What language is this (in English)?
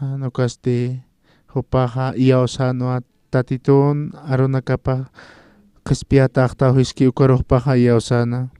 Aymara